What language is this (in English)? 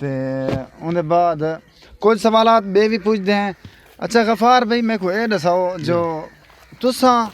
Saraiki